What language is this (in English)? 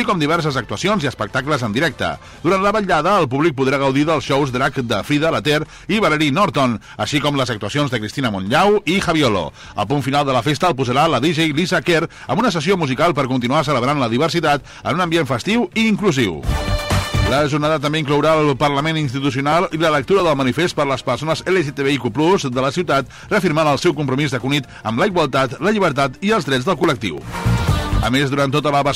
Catalan